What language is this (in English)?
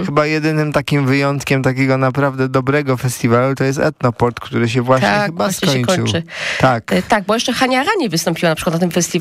Polish